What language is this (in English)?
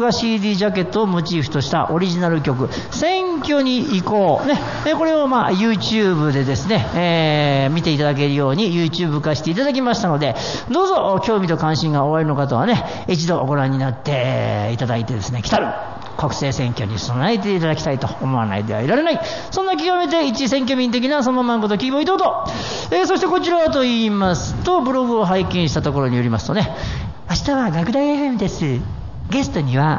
Japanese